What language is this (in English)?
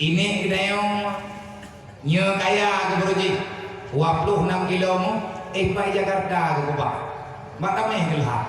Achinese